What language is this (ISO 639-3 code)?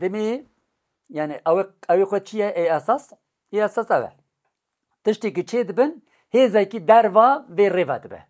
kur